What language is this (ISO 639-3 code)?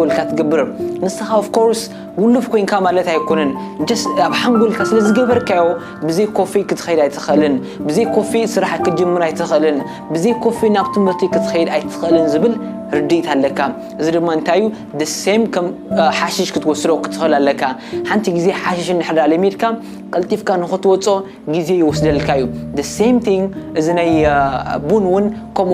tir